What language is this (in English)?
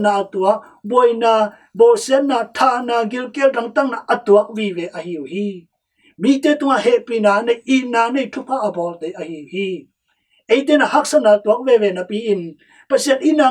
Tedim Chin